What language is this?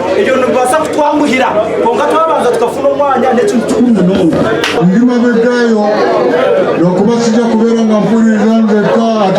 Nyankole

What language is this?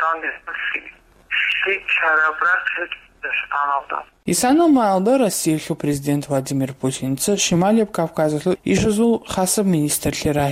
Avaric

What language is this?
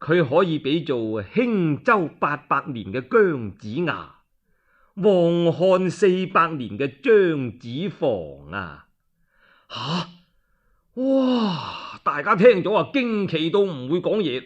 Cantonese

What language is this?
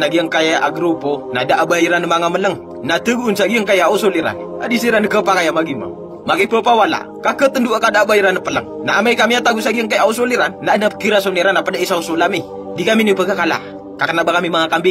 Maranao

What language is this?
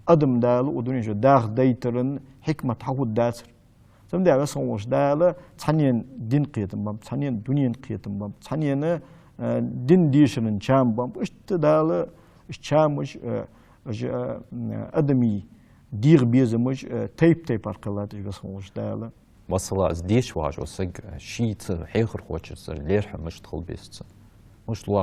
Ingush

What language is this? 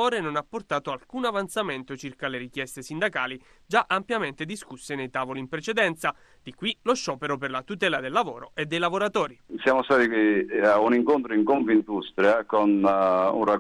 Italian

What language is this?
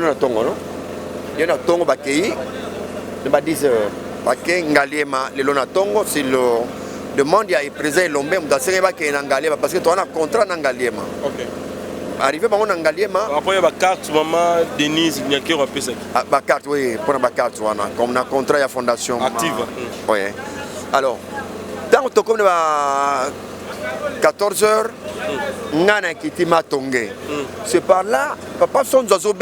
Lingala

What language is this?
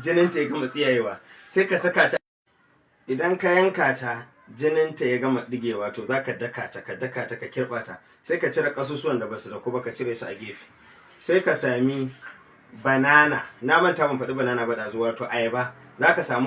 Hausa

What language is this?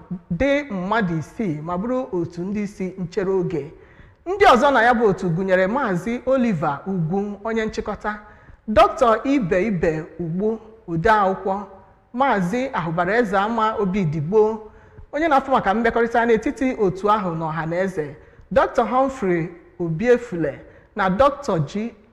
Igbo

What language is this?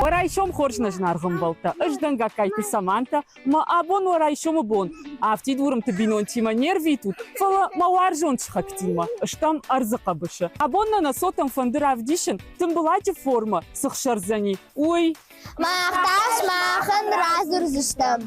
Ossetic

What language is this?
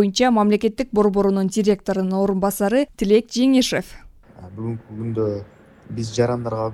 Kyrgyz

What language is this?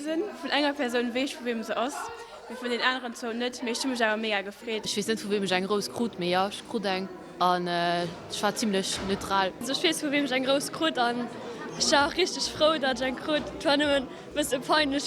Luxembourgish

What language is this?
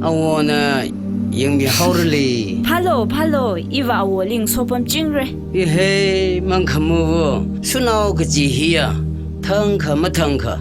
Tangkhul Naga (India)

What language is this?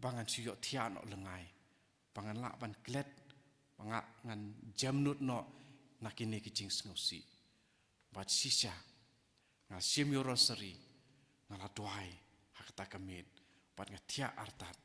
Khasi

